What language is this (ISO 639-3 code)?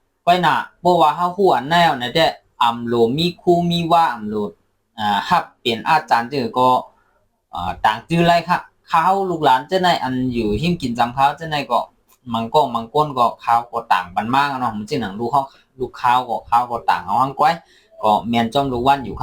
shn